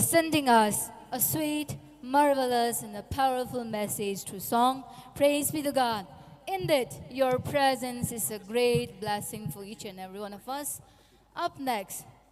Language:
Tangkhul Naga (India)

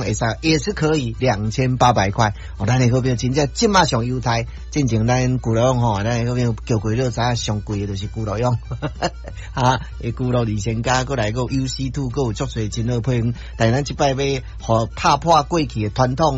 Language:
Min Nan Chinese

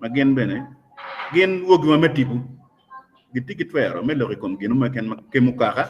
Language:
Acoli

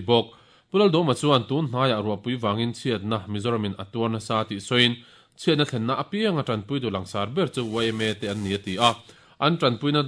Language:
Mizo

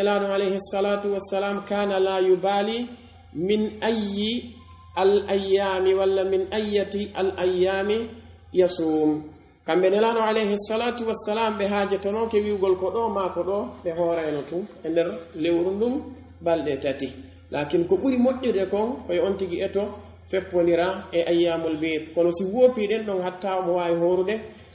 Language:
Pular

